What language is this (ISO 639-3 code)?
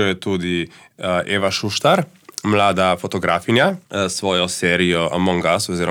slv